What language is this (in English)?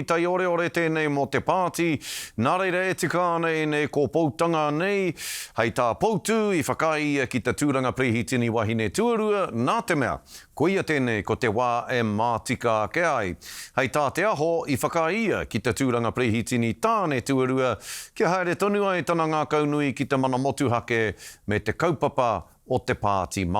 Māori